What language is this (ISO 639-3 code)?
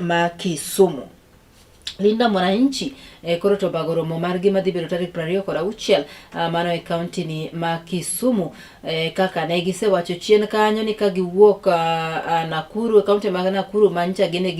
luo